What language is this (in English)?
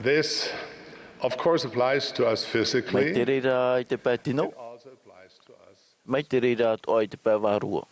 Tahitian